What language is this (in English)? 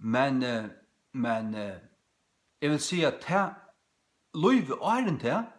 Faroese